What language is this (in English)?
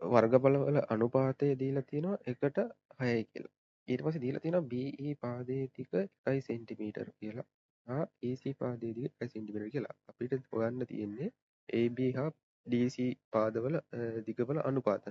Sinhala